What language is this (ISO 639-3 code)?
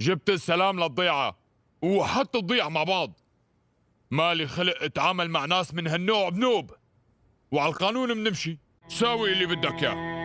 apc